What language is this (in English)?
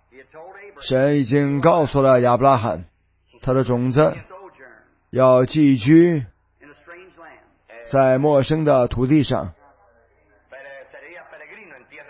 Chinese